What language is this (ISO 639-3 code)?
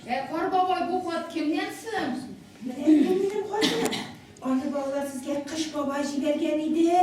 tat